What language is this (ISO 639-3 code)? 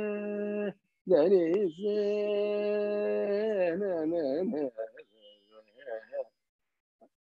tam